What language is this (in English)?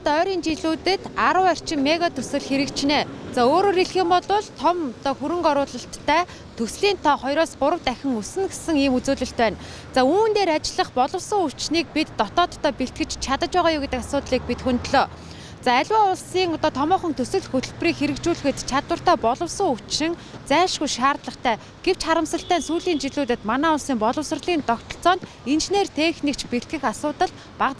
Mongolian